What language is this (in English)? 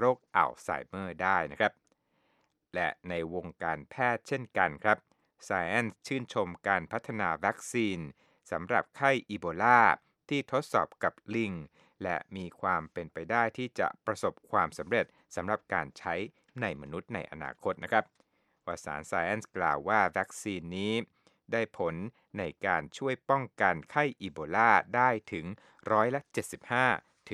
Thai